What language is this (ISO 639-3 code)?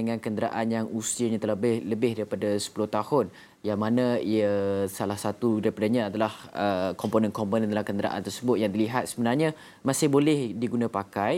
msa